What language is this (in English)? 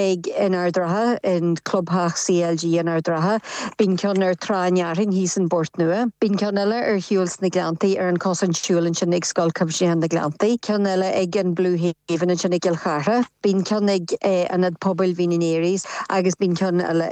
Irish